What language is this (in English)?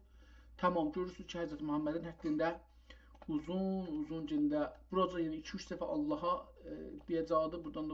South Azerbaijani